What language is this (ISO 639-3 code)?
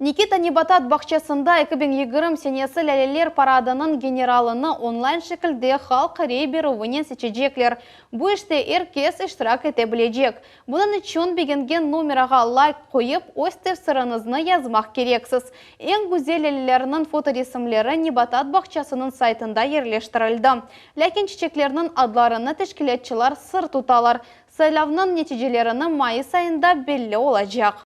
crh